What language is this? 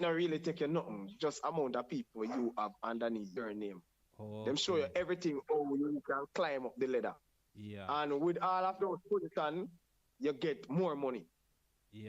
Jamaican Creole English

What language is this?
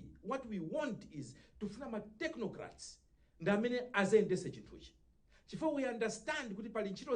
Nyanja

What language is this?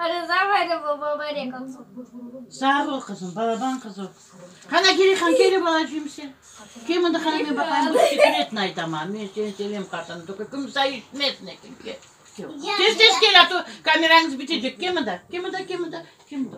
Crimean Tatar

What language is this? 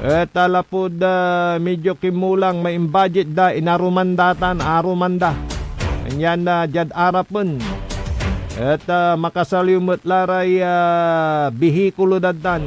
Pangasinan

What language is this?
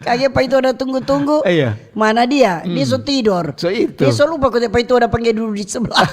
Manado Malay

